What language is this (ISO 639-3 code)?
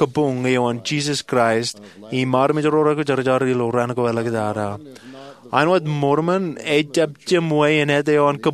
mah